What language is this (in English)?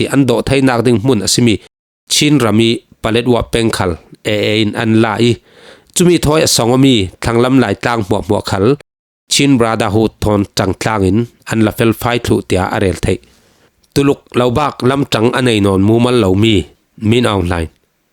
Falam Chin